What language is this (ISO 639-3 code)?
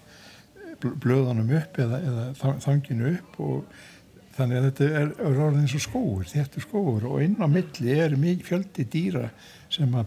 isl